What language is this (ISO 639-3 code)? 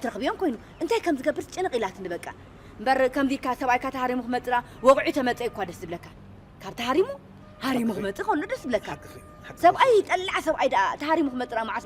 tir